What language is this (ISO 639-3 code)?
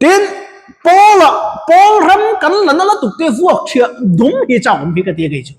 lus